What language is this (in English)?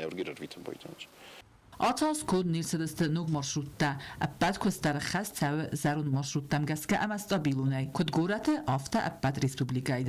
Ossetic